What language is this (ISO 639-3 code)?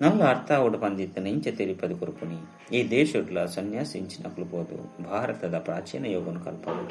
tcy